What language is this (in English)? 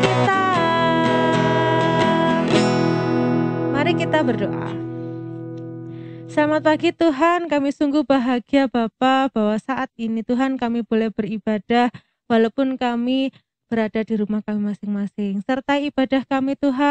Indonesian